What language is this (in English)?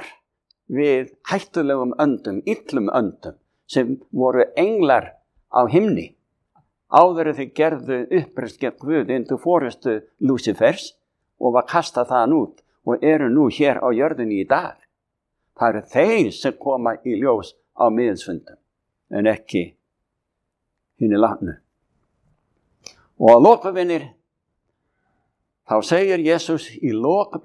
Icelandic